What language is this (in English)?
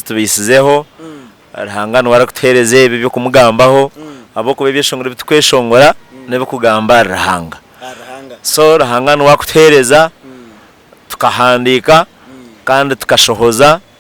Nyankole